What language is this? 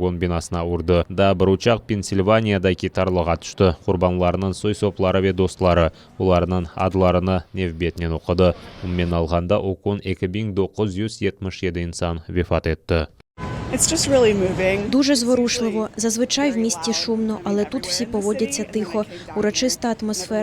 Crimean Tatar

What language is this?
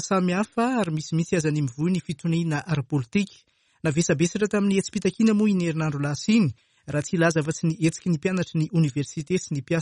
Malagasy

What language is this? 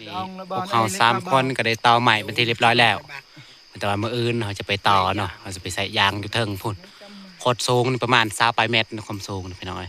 Northeastern Thai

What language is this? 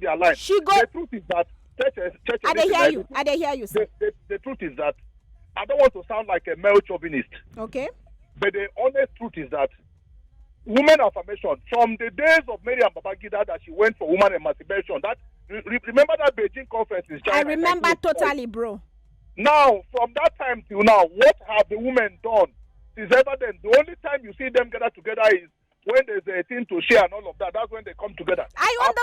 Nigerian Pidgin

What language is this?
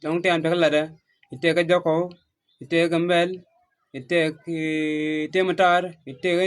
Nuer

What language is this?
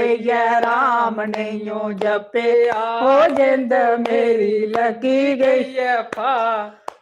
Dogri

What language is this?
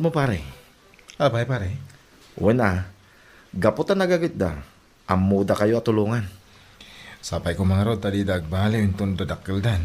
Iloko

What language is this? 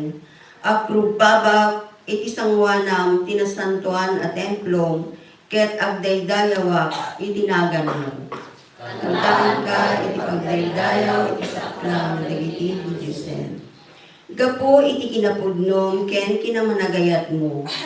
Iloko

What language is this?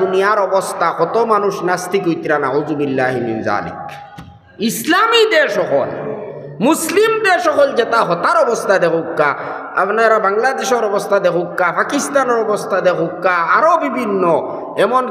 Sylheti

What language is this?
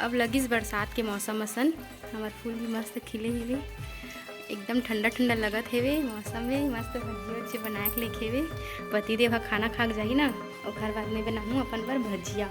Chhattisgarhi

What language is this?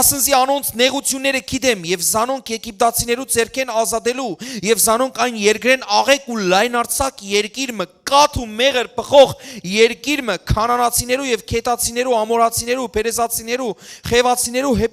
Western Armenian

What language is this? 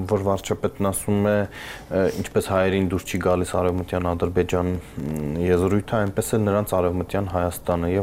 Armenian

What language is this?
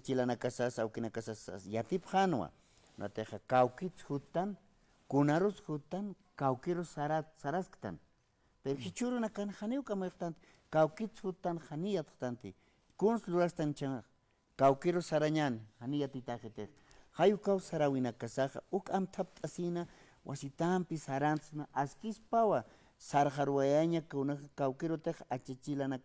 Aymara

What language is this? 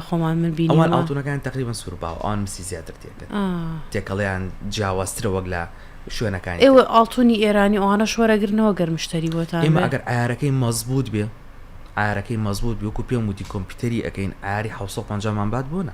Central Kurdish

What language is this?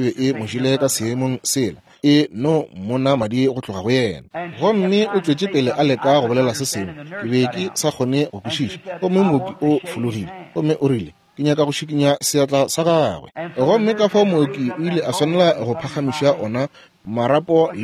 Northern Sotho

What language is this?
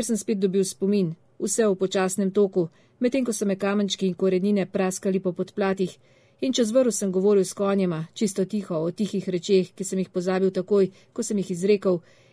Slovenian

